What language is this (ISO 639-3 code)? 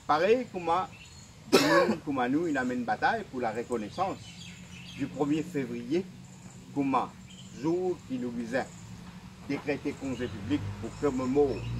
mfe